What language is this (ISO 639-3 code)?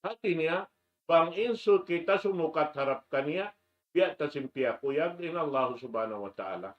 tsg